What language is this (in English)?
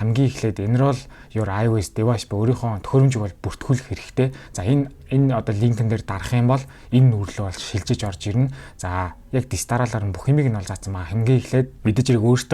Mongolian